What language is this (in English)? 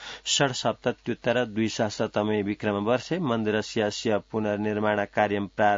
Sanskrit